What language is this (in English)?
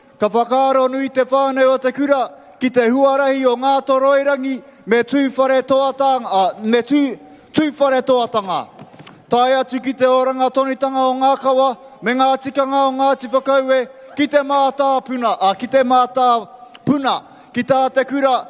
Māori